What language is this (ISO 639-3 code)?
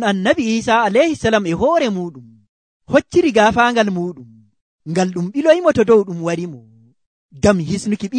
fuv